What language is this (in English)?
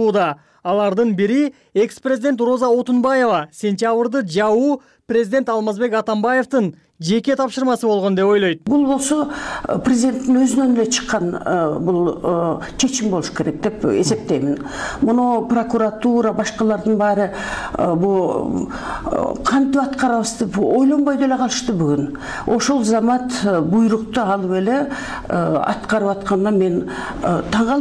Kyrgyz